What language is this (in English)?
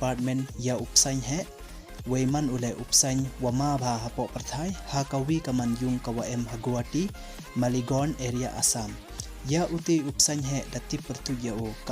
Pnar